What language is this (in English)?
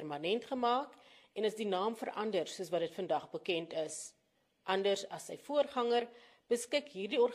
Afrikaans